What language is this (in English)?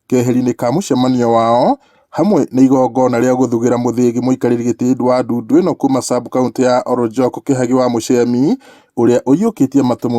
Kikuyu